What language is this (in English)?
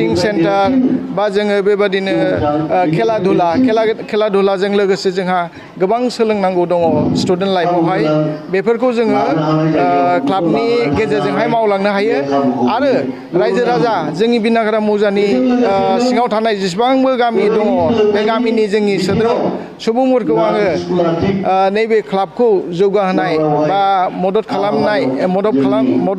Bodo